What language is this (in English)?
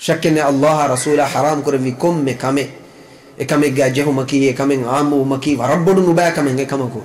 Divehi